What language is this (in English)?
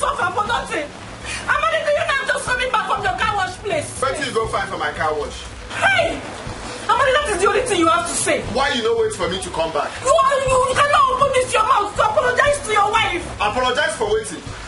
Nigerian Pidgin